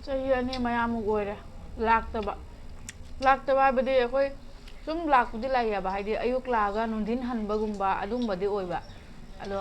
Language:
Manipuri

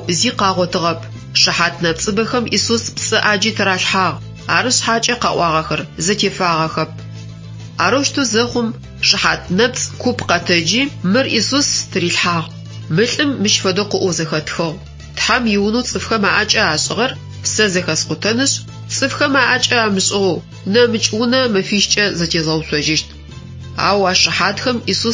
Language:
Adyghe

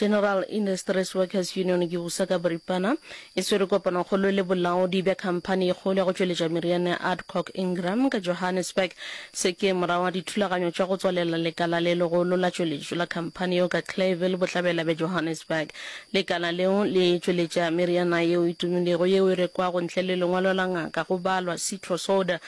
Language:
Northern Sotho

